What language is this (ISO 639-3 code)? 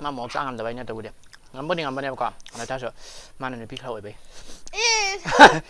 mni